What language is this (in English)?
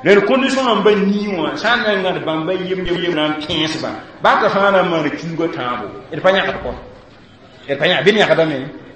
Mossi